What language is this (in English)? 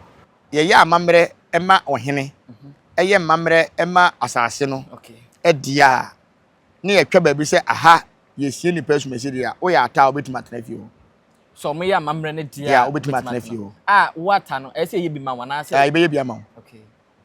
Akan